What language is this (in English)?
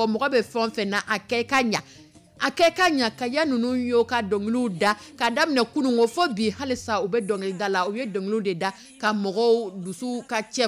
Dyula